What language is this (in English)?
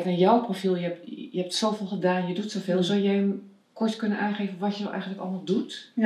Dutch